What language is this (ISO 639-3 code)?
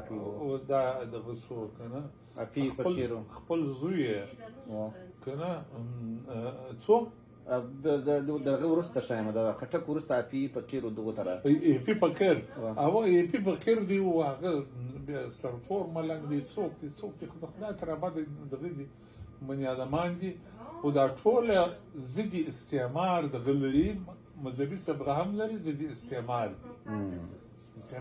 pus